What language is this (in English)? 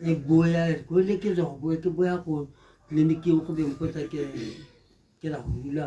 Tswana